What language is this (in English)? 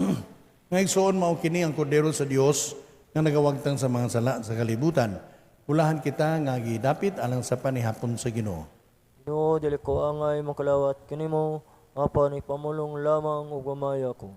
Cebuano